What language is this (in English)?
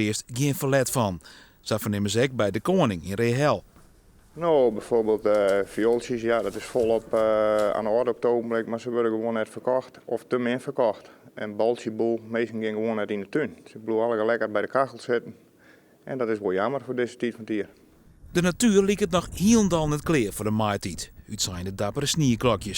Western Frisian